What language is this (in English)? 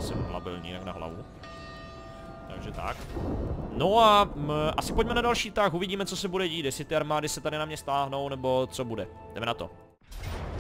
Czech